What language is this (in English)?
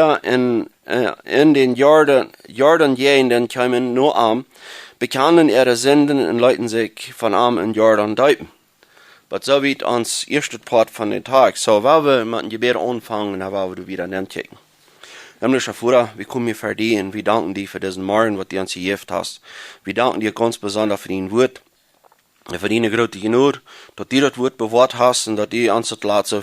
Plautdietsch